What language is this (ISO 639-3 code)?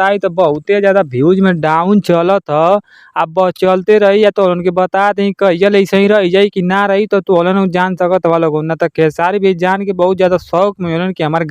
bho